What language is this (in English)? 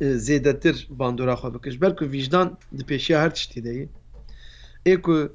Kurdish